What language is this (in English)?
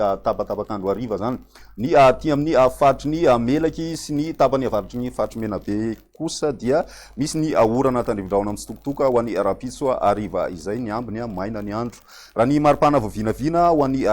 Malagasy